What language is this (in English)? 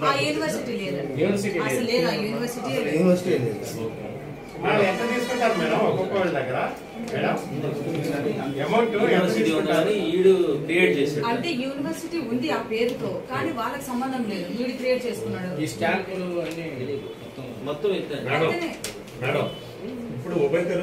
Telugu